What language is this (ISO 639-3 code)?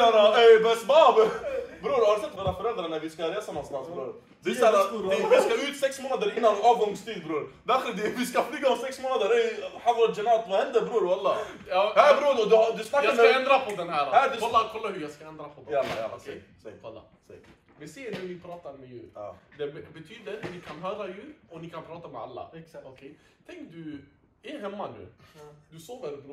swe